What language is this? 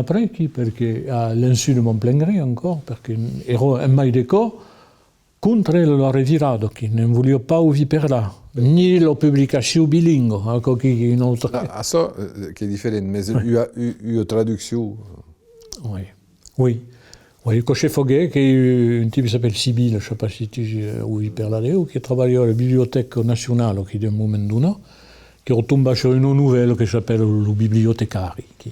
Occitan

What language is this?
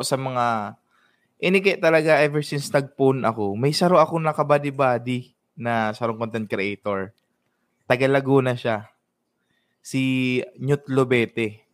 Bikol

